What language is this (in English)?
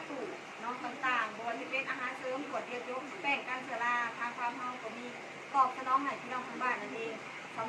Northeastern Thai